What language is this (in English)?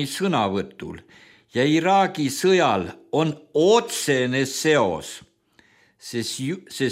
Estonian